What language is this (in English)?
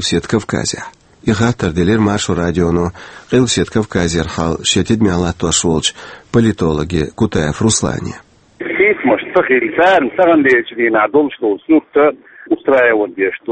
Chechen